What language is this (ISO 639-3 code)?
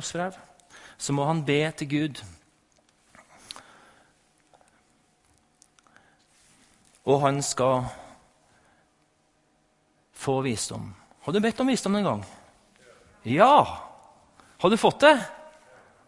nor